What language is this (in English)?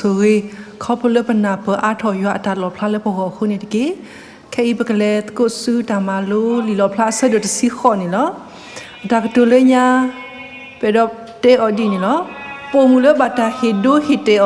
S'gaw Karen